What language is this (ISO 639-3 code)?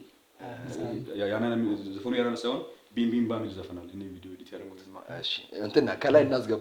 amh